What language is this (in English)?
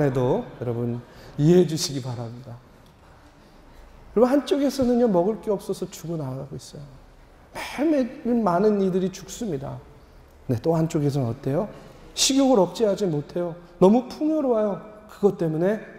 Korean